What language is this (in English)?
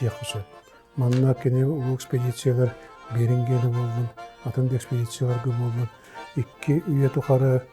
Yakut